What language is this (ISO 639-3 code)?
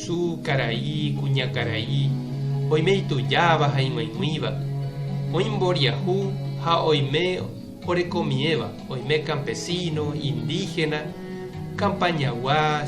grn